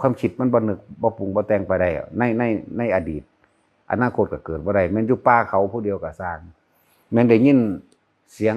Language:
Northeastern Thai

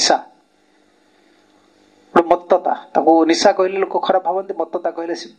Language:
Odia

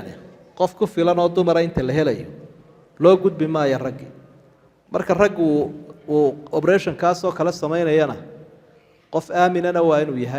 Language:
Somali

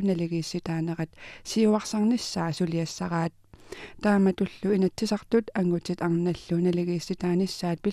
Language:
Kalaallisut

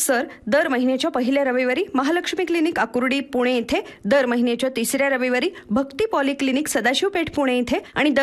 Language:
Marathi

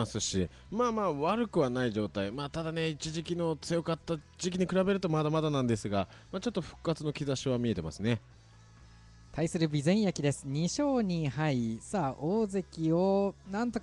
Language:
Japanese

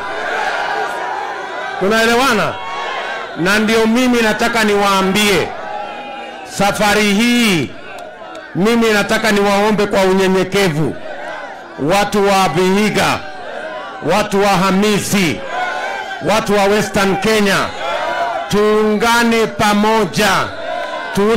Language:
Swahili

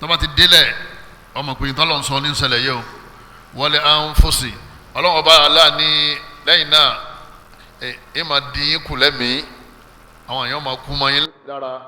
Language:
Yoruba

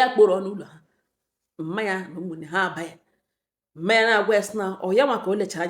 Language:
Igbo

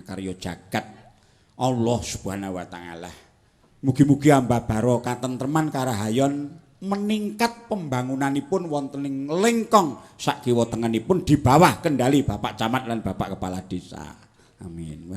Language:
Javanese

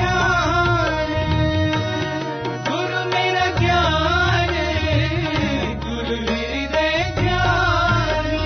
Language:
English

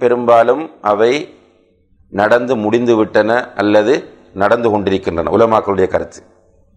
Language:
Tamil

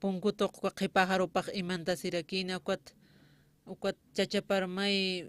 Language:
Aymara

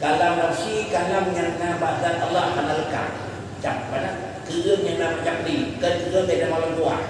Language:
Achinese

